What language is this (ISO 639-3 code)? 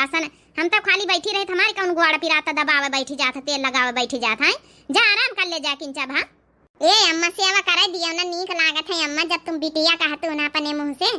awa